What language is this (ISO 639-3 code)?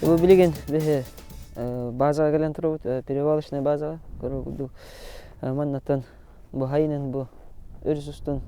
sah